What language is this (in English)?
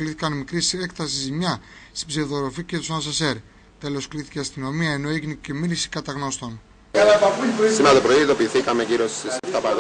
Greek